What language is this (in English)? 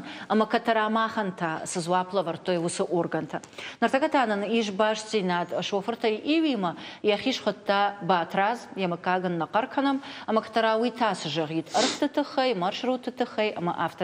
Ossetic